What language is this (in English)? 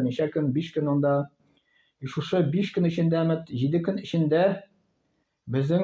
Tatar